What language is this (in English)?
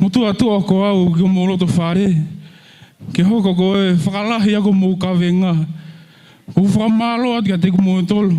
Tongan